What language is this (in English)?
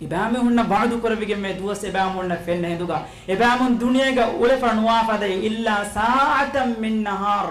Divehi